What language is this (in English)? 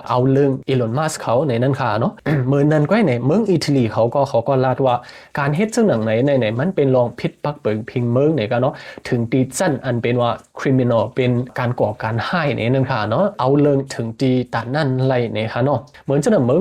Shan